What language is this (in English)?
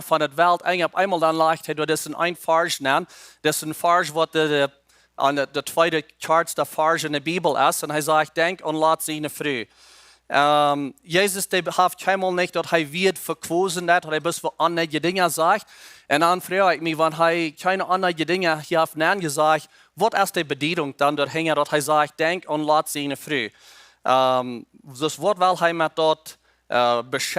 Plautdietsch